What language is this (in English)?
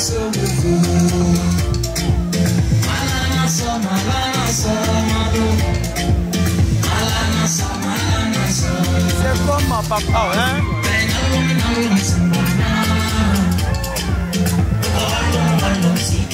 French